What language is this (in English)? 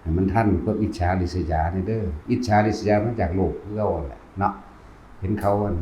Northeastern Thai